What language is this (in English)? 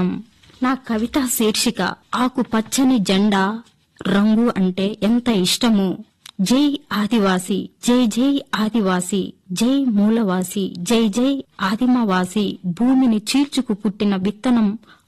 Telugu